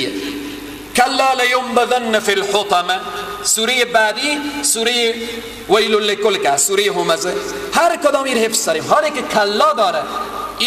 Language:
Persian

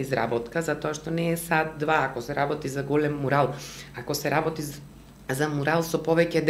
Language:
Macedonian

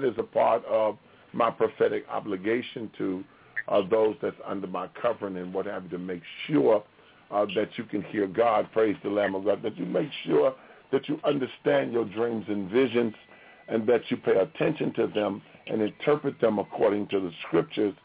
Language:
English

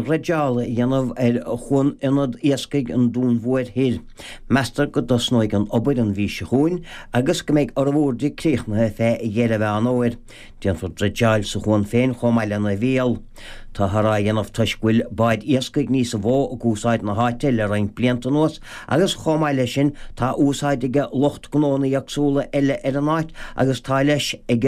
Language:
Irish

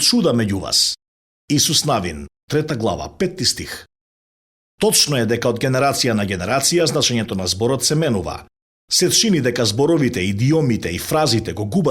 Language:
Macedonian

